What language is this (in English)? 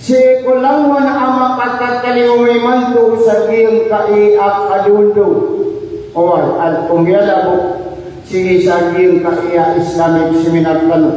Maranao